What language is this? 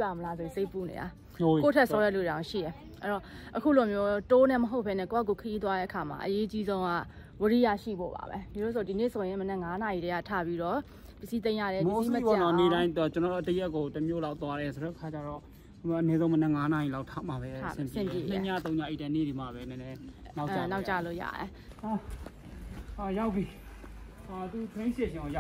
Burmese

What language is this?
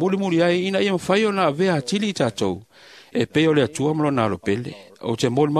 Samoan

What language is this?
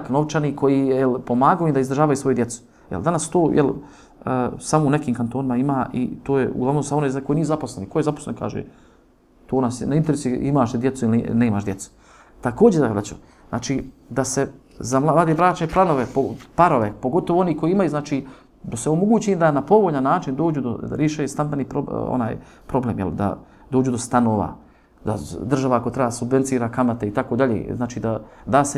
Bosnian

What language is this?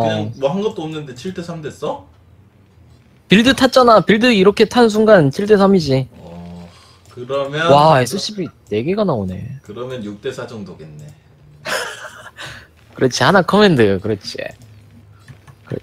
Korean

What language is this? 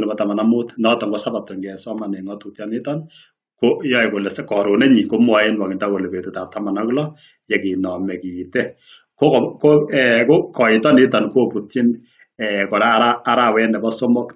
Kalenjin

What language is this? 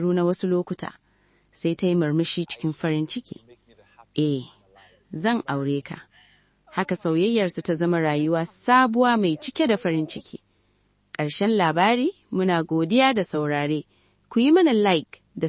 Hausa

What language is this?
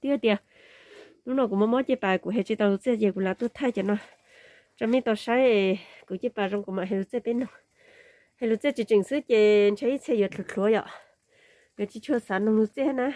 Hmong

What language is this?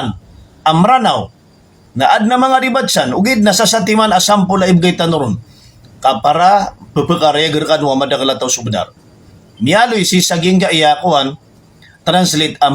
Maranao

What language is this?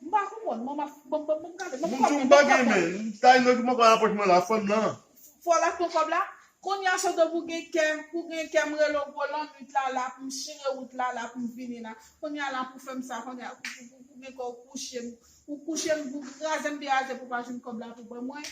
Haitian Creole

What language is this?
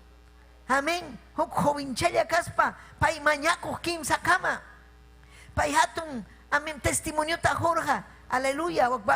Ayacucho Quechua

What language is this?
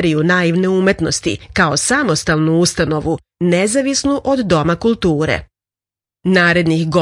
Serbian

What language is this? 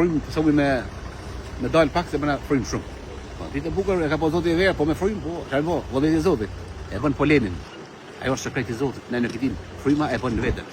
Albanian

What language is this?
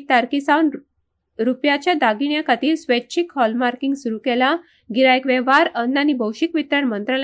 Konkani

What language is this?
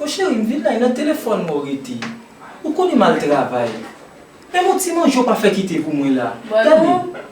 Haitian Creole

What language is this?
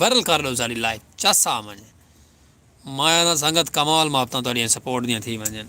Saraiki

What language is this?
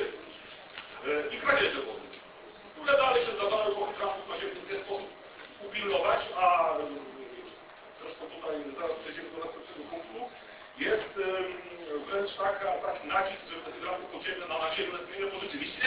Polish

